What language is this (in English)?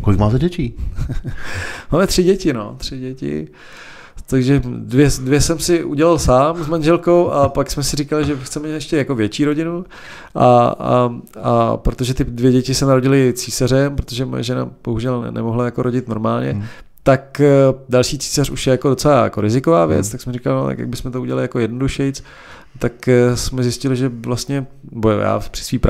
Czech